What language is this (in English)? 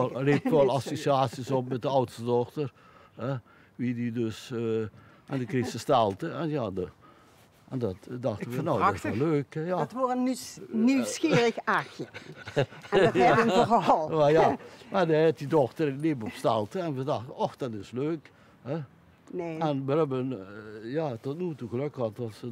Limburgish